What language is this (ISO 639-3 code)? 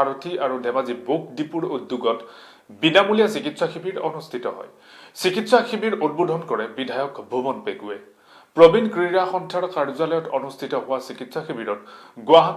asm